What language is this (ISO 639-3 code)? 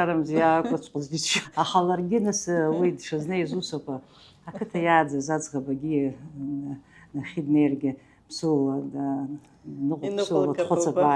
abk